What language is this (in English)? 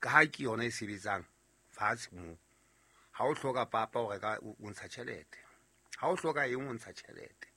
Southern Sotho